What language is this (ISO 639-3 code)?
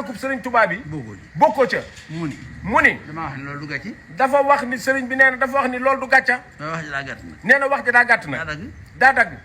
wol